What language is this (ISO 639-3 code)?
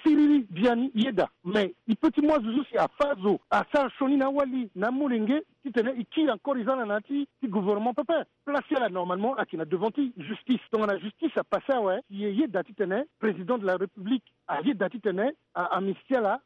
sag